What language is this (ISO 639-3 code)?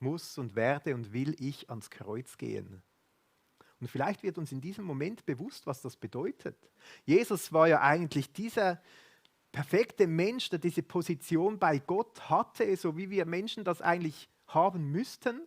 gsw